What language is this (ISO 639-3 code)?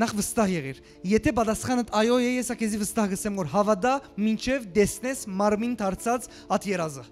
hyw